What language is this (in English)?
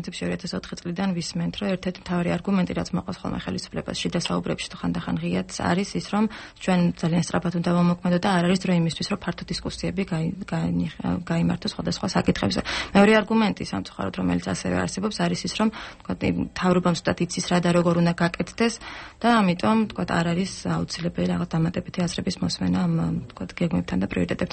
Georgian